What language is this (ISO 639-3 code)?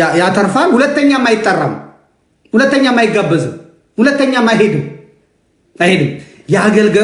amh